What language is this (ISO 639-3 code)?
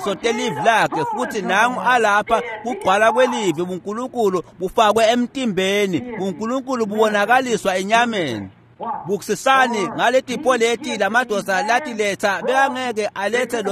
ssw